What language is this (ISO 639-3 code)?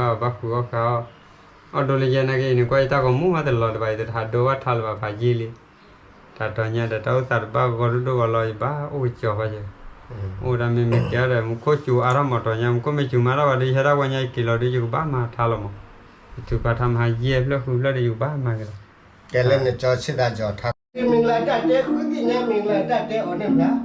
ksw